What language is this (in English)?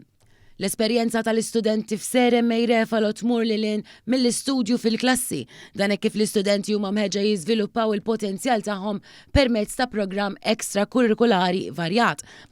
Maltese